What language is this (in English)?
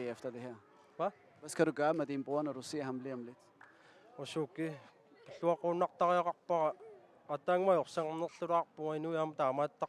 Kalaallisut